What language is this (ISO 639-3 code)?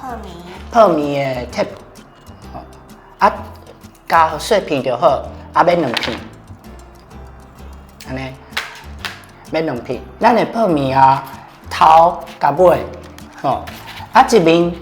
nan